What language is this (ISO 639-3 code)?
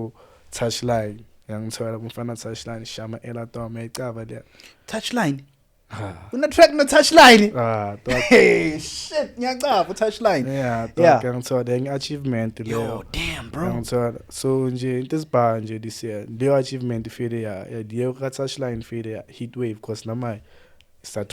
zul